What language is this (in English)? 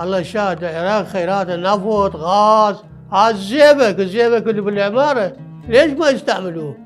Mesopotamian Arabic